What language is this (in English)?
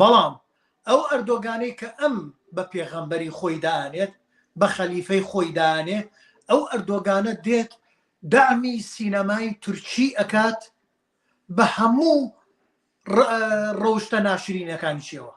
Central Kurdish